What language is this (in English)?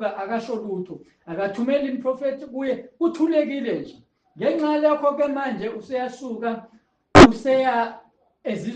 Zulu